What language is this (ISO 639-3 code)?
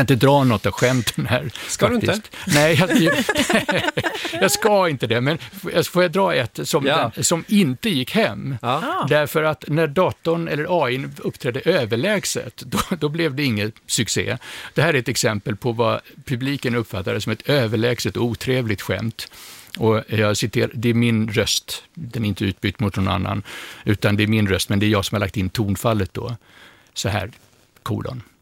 swe